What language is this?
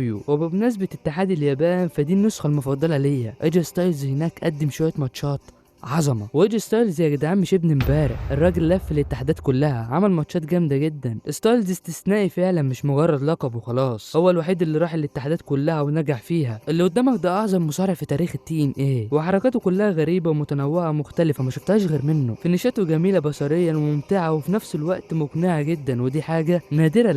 Egyptian Arabic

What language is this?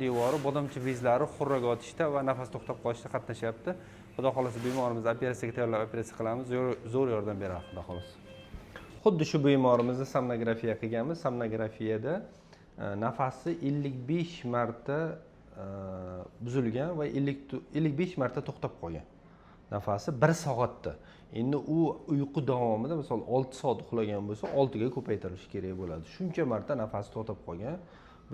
Uzbek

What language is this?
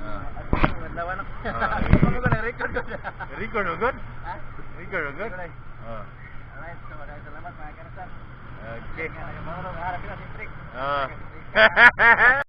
Cebuano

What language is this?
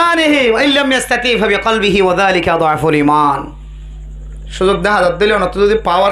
Rohingya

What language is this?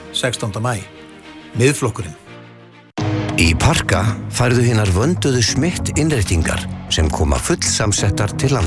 Icelandic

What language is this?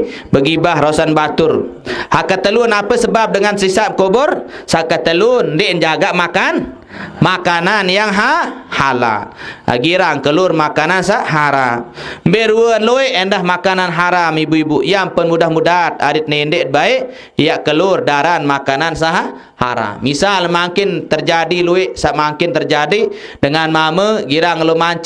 Sasak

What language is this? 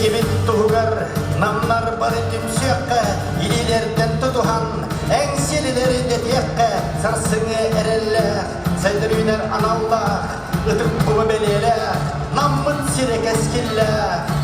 Yakut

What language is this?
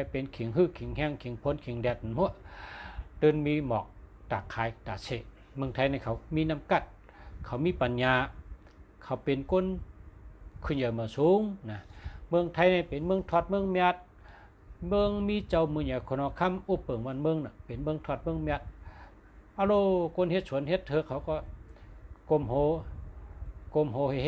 Shan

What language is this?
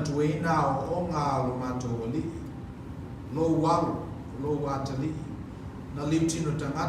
Samoan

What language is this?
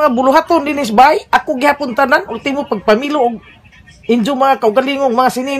Cebuano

